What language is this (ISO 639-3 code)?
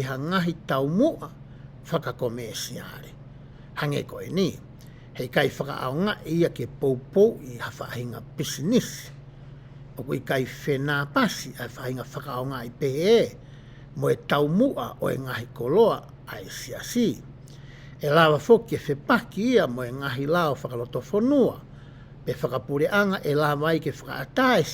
ton